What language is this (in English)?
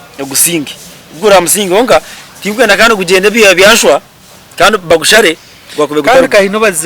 Nyankole